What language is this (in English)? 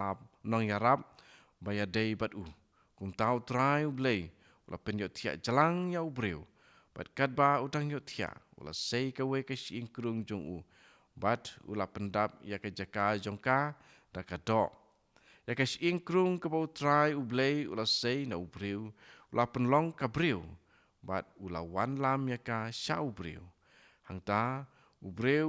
Khasi